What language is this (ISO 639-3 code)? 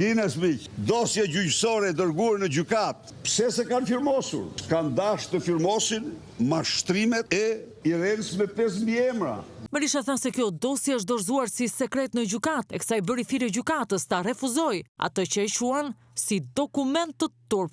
sqi